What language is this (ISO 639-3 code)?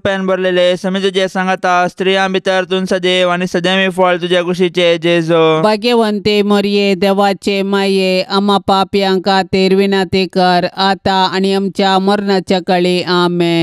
kok